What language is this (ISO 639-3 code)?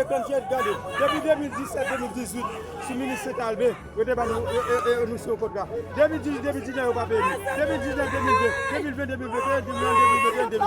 hat